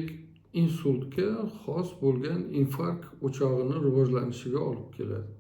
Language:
Uzbek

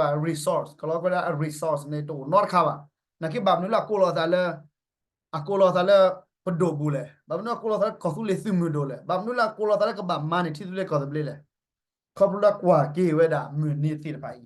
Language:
S'gaw Karen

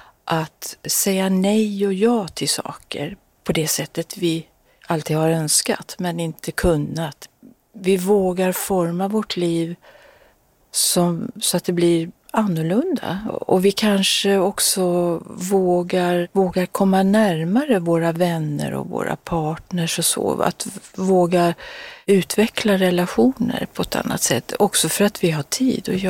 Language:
Swedish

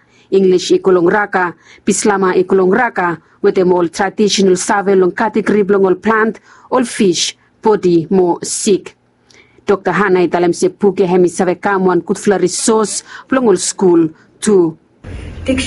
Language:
Bislama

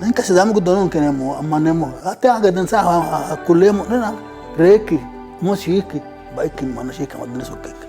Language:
Sidamo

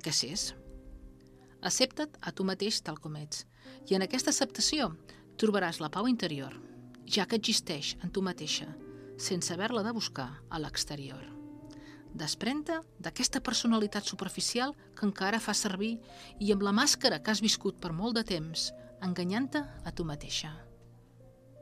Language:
Catalan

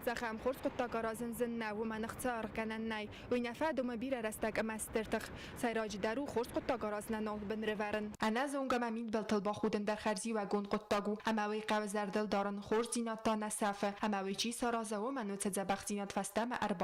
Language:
Ossetic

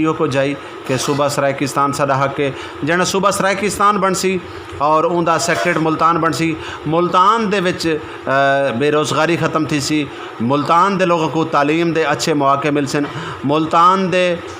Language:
Saraiki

